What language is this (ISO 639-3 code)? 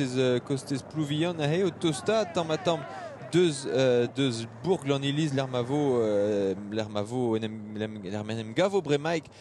bre